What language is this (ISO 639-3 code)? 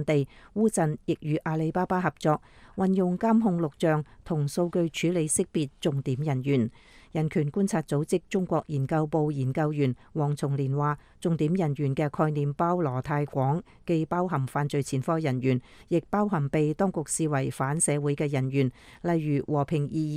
yue